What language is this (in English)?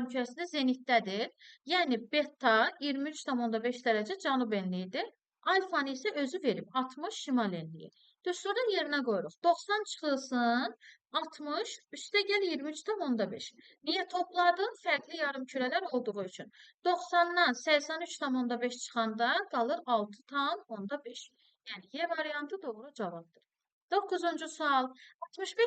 Azerbaijani